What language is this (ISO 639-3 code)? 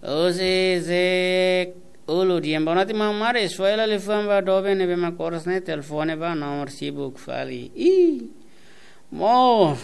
tet